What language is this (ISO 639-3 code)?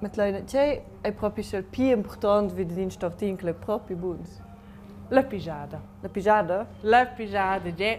roh